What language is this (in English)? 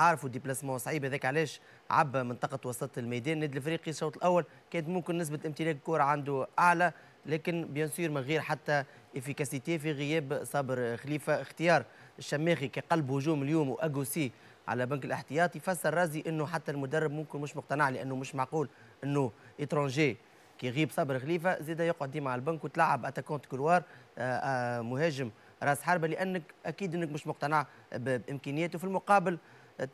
Tunisian Arabic